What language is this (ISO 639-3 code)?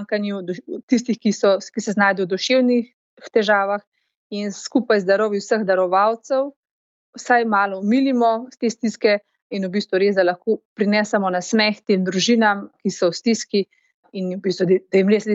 slv